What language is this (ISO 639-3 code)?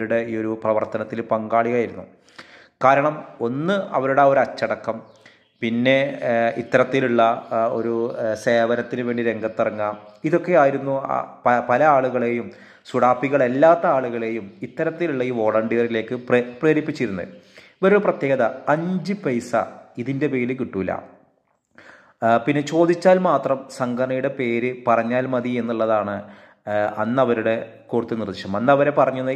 mal